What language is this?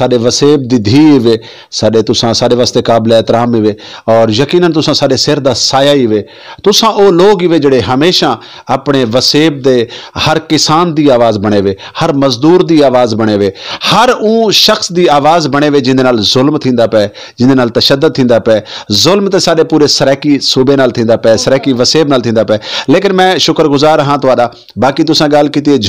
Saraiki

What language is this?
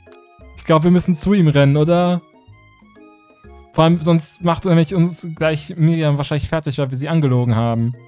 German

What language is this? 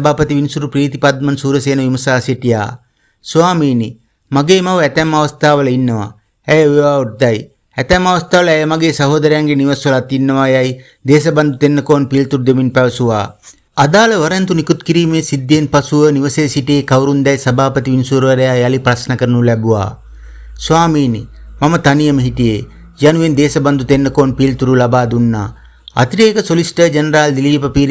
Sinhala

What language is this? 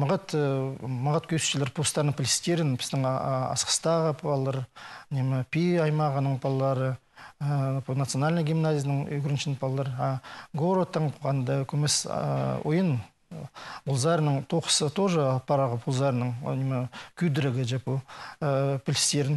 Khakas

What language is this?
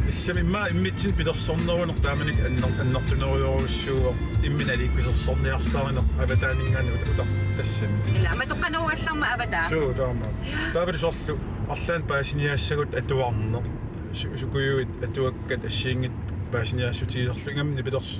Kalaallisut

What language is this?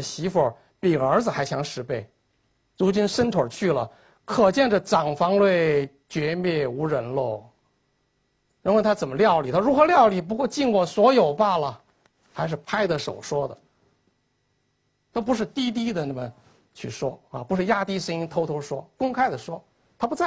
Chinese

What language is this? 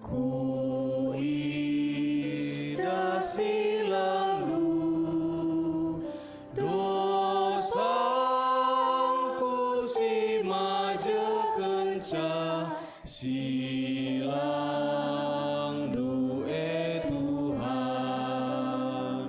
Batak Karo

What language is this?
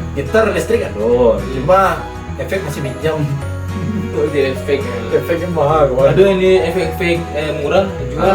Minangkabau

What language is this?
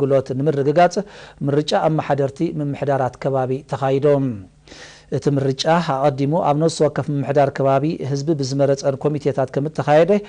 Tigrinya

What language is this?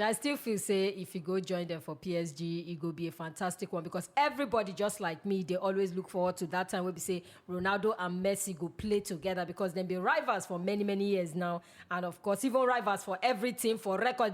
Nigerian Pidgin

